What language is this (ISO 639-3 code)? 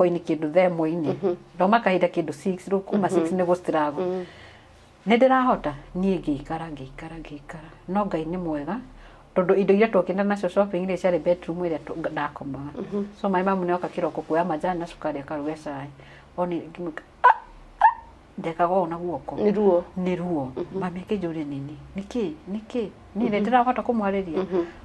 kik